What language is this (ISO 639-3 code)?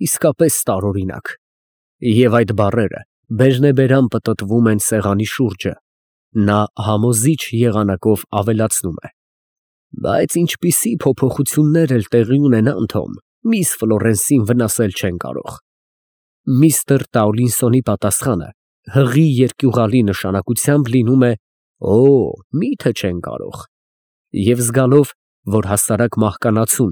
hye